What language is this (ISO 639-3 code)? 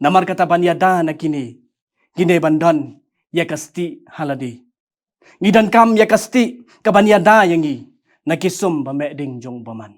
kha